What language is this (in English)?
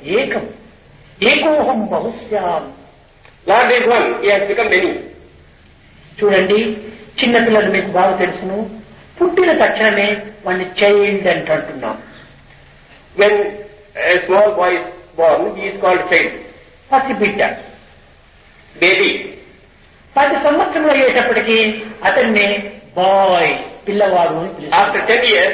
Telugu